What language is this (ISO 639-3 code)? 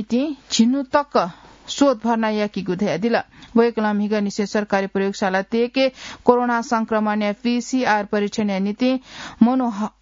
new